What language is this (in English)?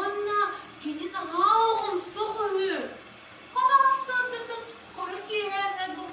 Yakut